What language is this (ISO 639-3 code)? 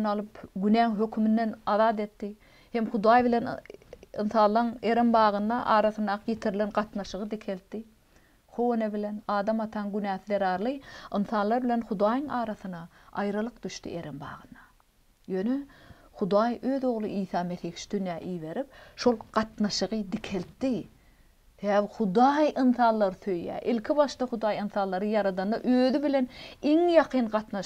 tuk